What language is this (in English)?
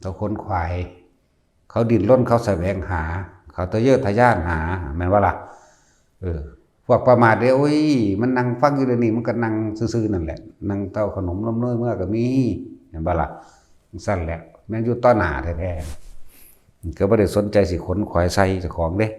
Northeastern Thai